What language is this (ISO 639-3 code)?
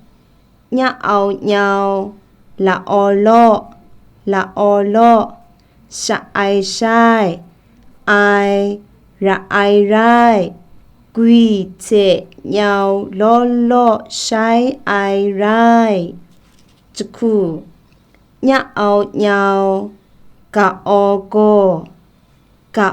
kac